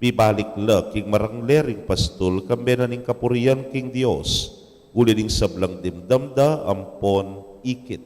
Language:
Pampanga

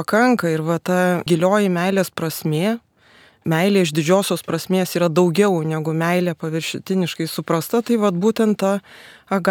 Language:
Lithuanian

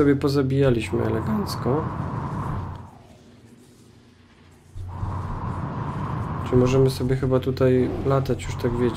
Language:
Polish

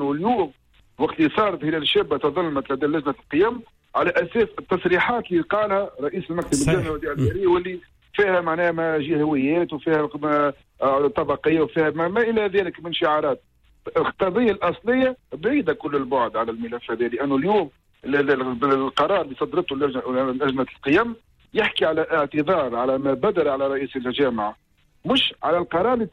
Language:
Tunisian Arabic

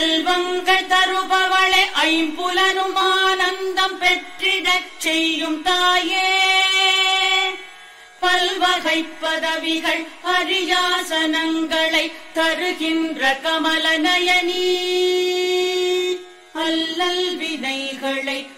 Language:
Tamil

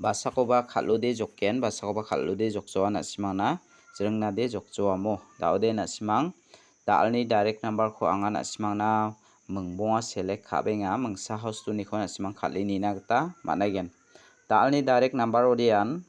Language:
Garo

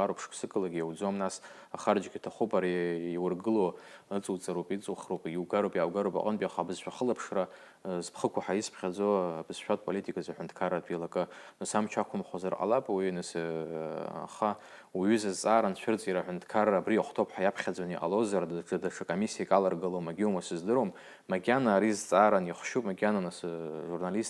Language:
Abkhazian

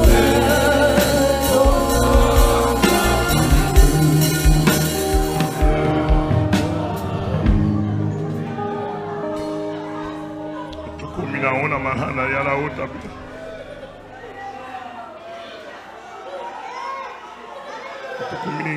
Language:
French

